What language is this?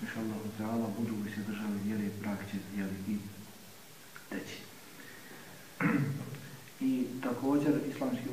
Bosnian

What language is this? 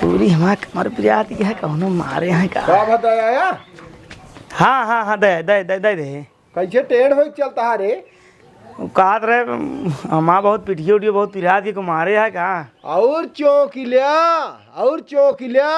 Awadhi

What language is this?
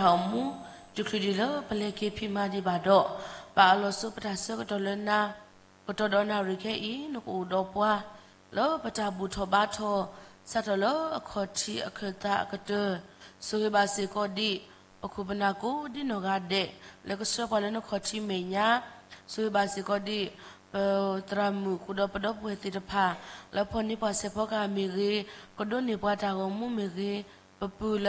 S'gaw Karen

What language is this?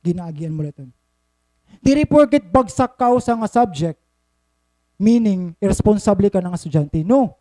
Waray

